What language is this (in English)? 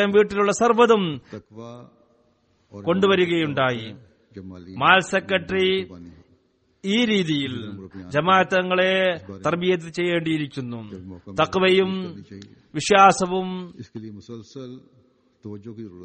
Malayalam